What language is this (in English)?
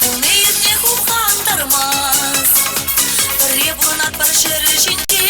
Chuvash